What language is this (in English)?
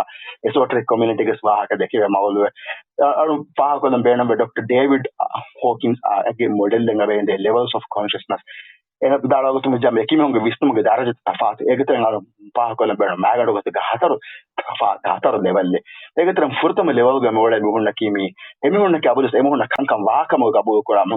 Divehi